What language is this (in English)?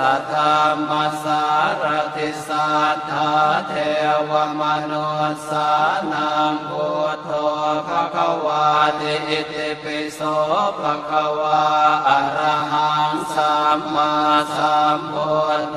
Pali